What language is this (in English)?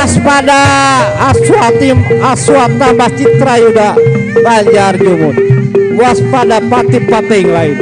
Betawi